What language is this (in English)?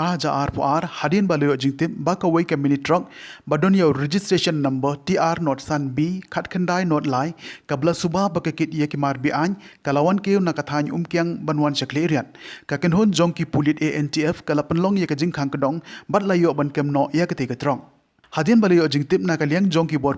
Khasi